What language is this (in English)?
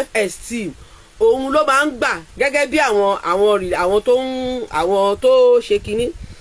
Yoruba